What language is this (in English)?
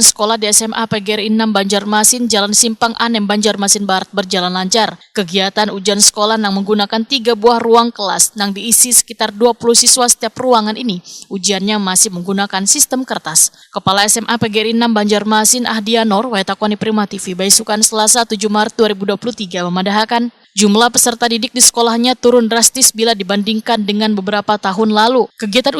Banjar